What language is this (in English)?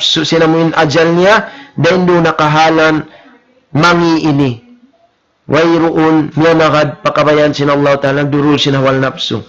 Tausug